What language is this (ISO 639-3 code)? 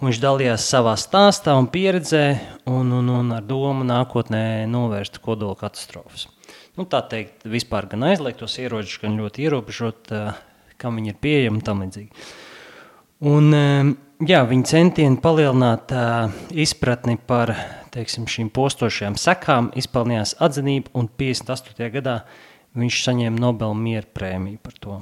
lav